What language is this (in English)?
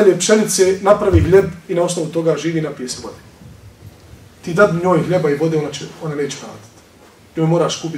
Bosnian